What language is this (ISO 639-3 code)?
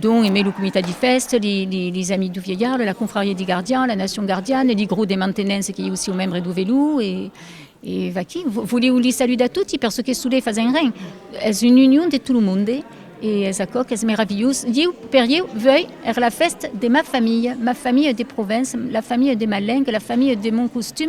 oci